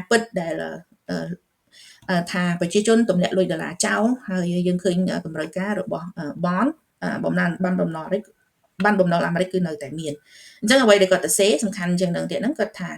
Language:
Khmer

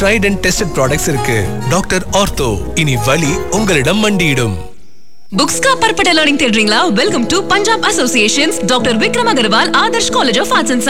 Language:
Tamil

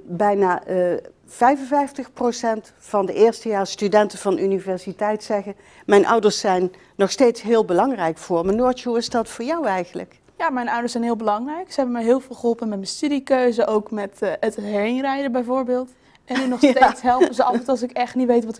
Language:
Dutch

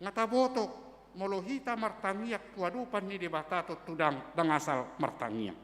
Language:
Batak Toba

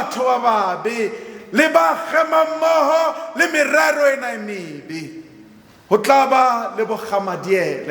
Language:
Southern Sotho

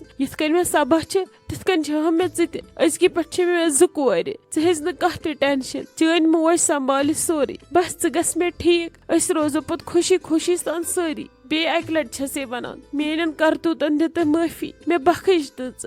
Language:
Kashmiri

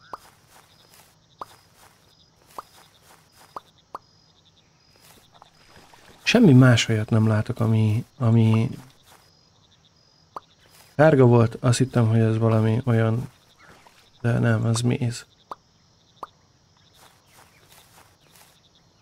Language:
Hungarian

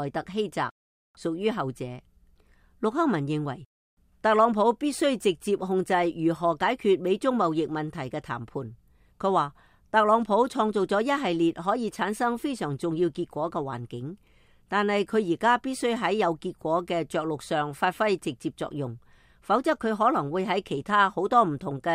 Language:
Cantonese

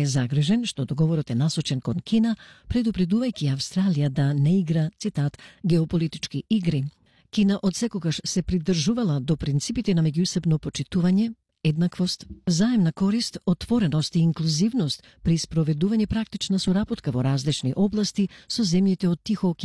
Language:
Macedonian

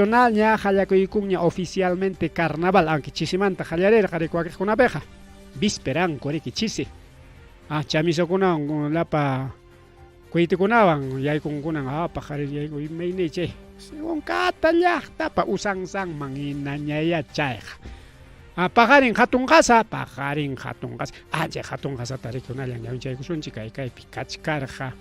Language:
Ayacucho Quechua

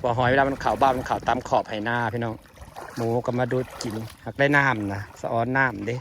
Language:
Northeastern Thai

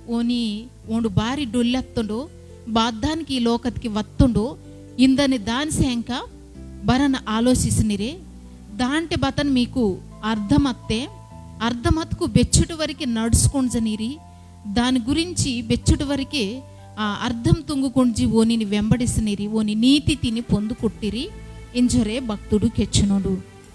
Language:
Koya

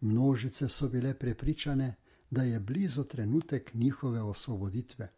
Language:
Slovenian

